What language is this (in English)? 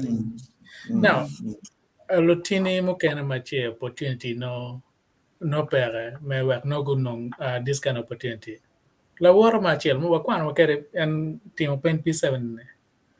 Acoli